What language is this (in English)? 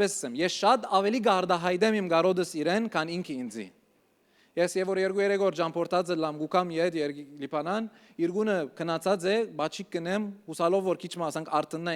Western Armenian